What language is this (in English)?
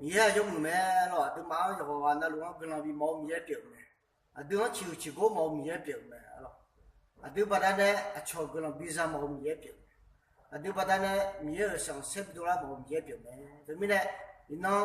Akha